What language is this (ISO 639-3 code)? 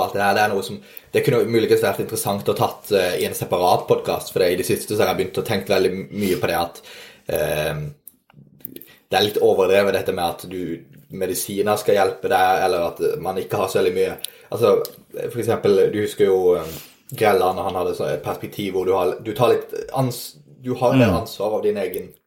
nor